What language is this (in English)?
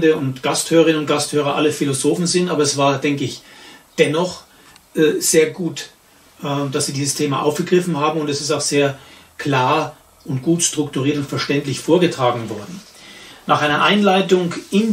German